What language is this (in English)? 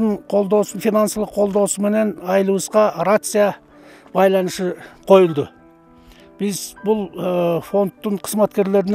Kyrgyz